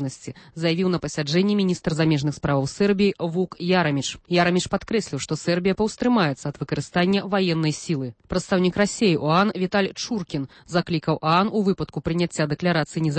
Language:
Belarusian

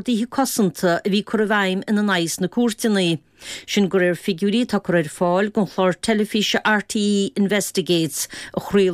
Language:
Irish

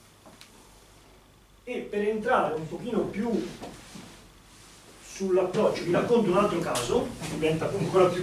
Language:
Italian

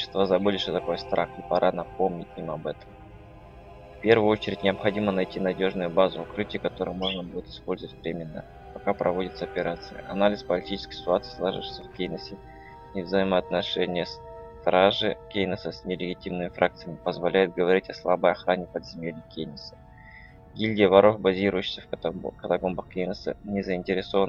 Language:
Russian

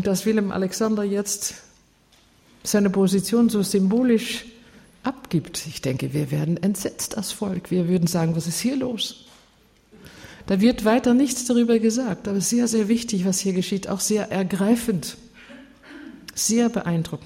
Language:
German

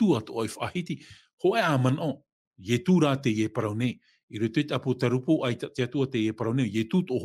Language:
Tahitian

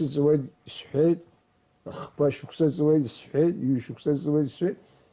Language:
Abkhazian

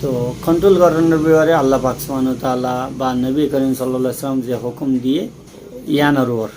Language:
Rohingya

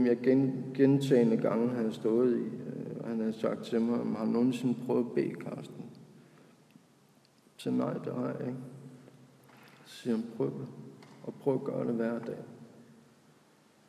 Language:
Danish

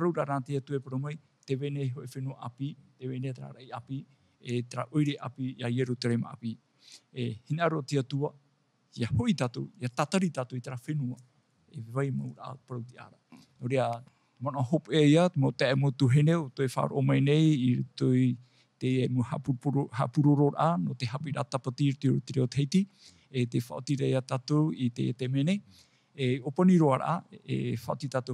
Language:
Tahitian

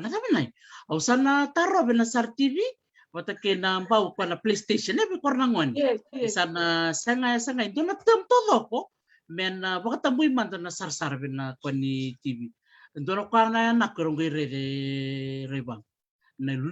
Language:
Fijian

